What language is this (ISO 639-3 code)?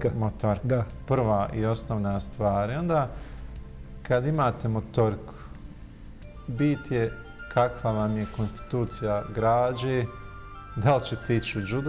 bos